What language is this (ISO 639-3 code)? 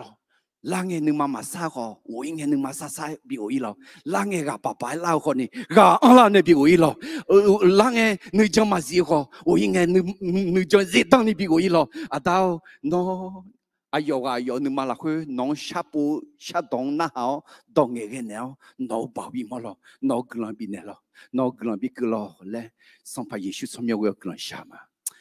ahk